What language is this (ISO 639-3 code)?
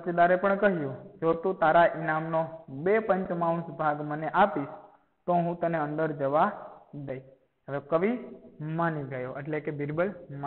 guj